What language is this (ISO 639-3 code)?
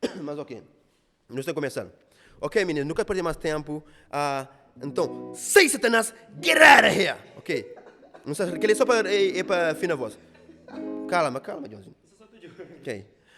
kea